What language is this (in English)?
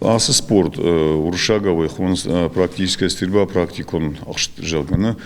Ossetic